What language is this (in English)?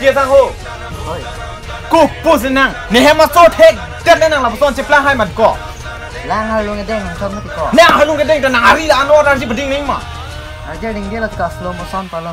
Karbi